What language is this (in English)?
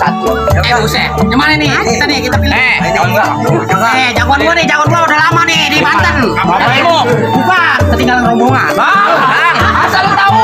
Betawi